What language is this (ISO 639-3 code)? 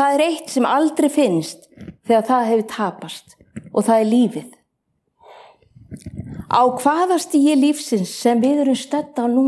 isl